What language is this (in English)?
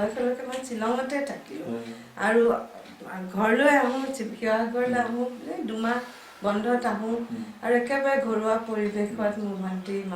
Assamese